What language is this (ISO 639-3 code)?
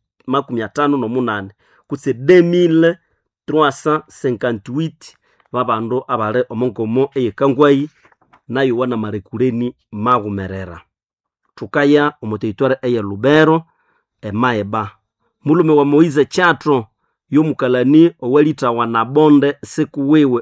nnb